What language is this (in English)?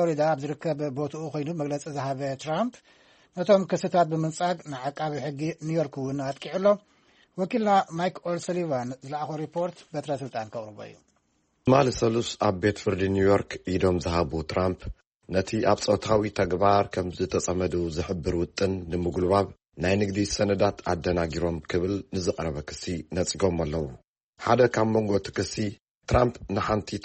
Tigrinya